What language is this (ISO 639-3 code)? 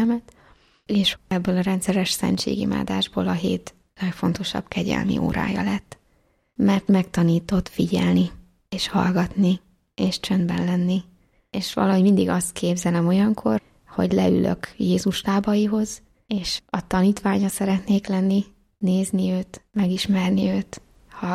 hun